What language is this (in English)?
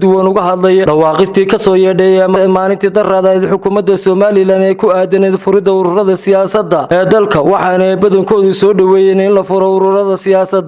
Somali